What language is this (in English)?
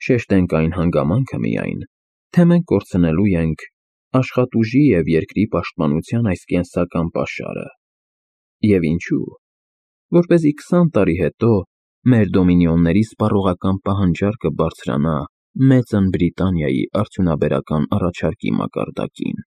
Armenian